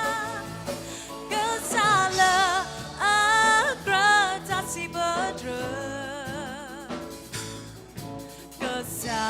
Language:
S'gaw Karen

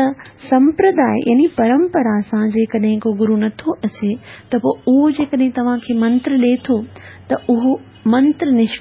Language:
Sindhi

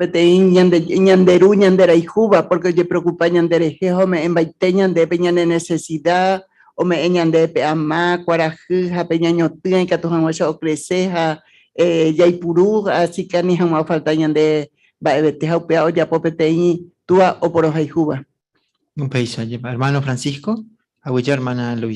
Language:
Guarani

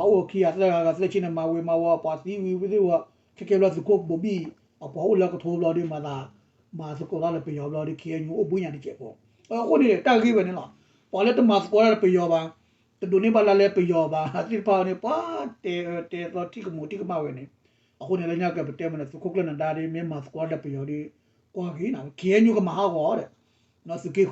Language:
S'gaw Karen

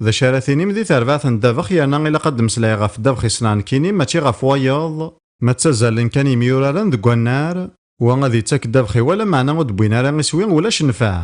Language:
Kabyle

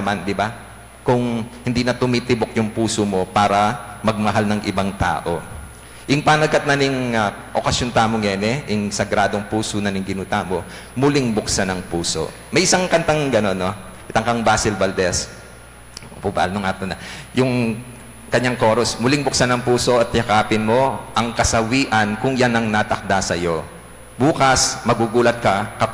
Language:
Pampanga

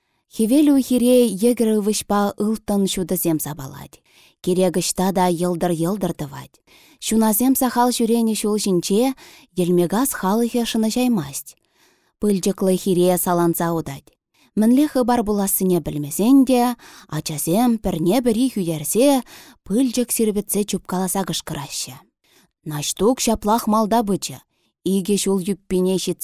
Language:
Chuvash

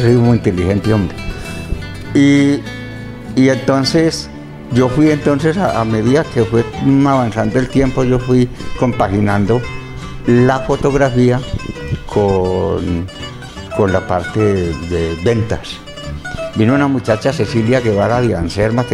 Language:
Spanish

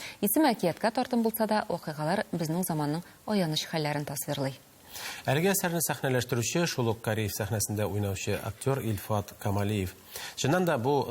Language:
Tatar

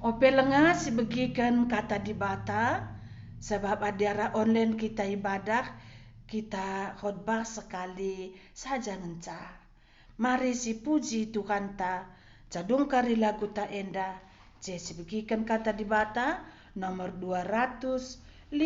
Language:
Batak Karo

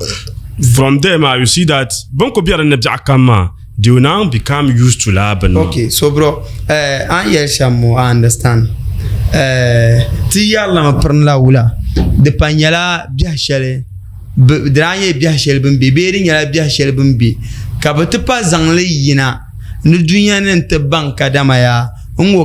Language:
Dagbani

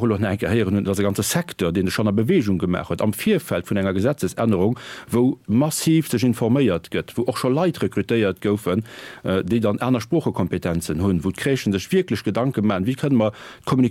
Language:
Luxembourgish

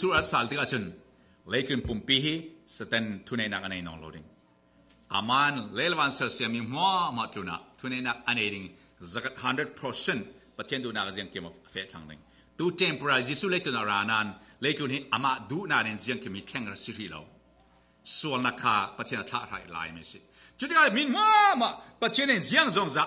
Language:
Falam Chin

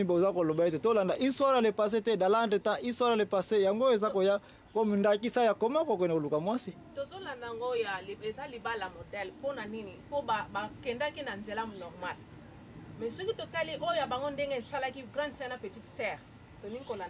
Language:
Lingala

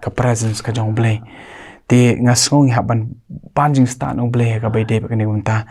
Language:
Khasi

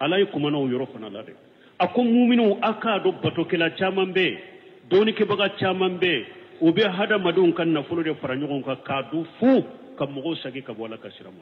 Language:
Bambara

